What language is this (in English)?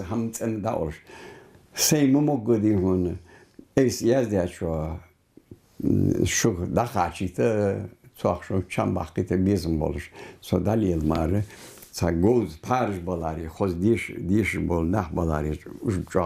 Ingush